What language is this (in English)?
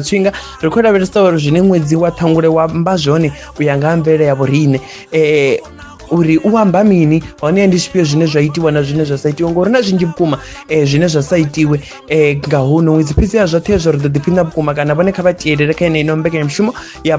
Venda